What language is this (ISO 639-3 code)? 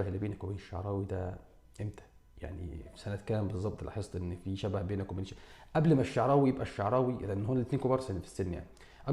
arz